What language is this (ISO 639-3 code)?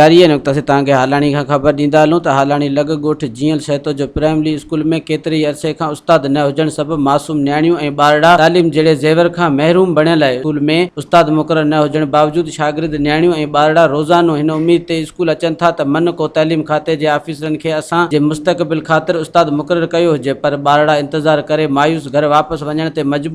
snd